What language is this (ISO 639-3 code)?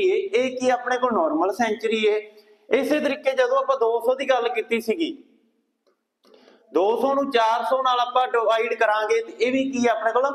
pan